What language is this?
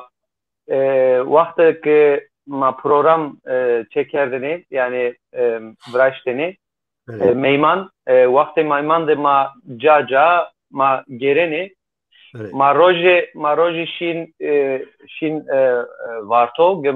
Zaza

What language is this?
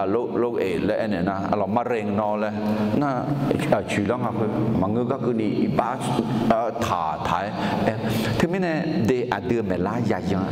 Akha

